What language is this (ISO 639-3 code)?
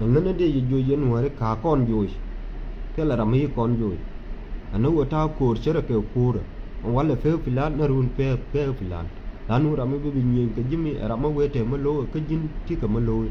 nus